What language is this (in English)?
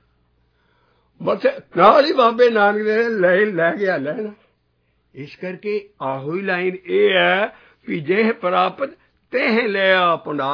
Punjabi